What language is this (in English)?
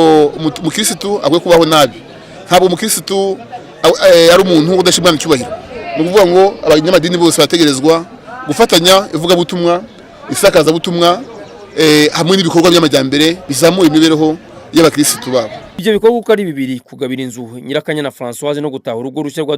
Kinyarwanda